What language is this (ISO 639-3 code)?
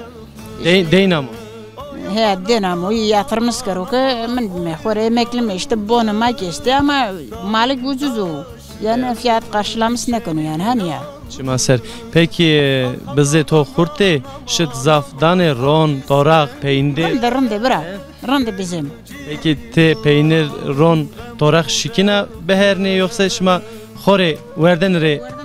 zza